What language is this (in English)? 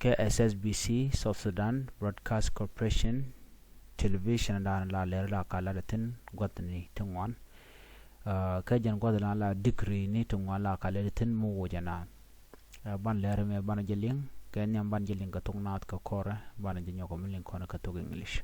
Nuer